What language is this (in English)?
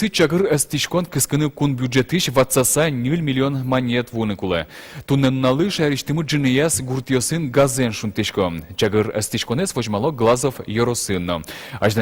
Udmurt